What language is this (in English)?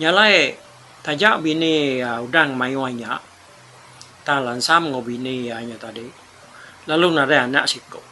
Iban